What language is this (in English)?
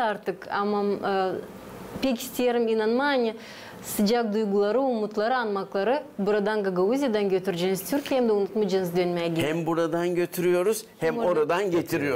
Gagauz